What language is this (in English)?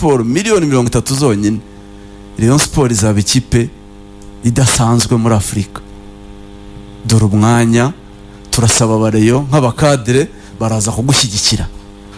Kinyarwanda